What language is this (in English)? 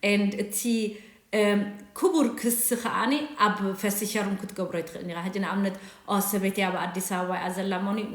Tigrinya